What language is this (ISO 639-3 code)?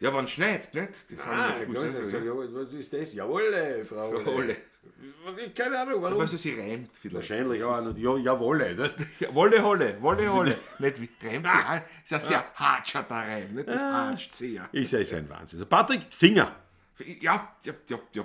bar